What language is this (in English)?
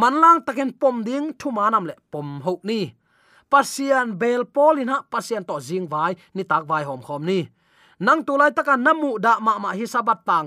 Tedim Chin